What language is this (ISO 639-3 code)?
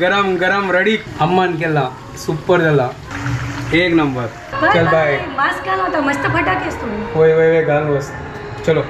kok